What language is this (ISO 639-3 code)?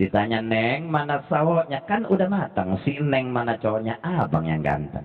bew